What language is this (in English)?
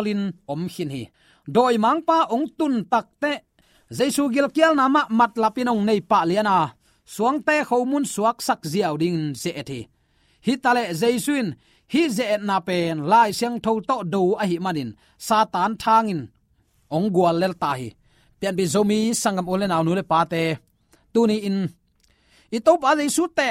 Tedim Chin